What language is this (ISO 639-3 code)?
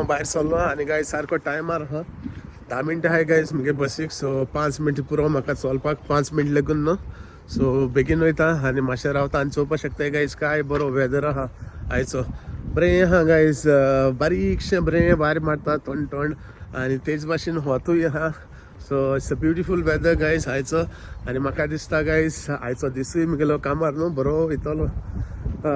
kok